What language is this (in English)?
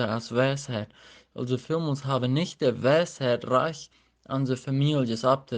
Plautdietsch